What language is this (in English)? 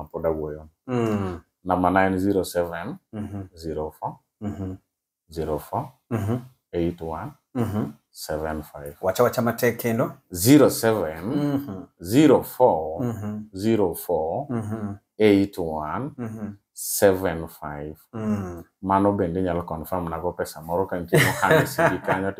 Luo (Kenya and Tanzania)